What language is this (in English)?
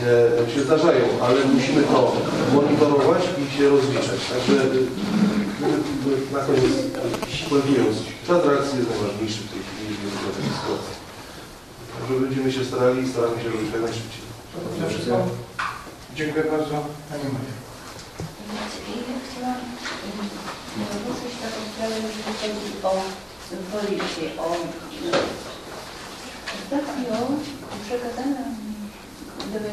Polish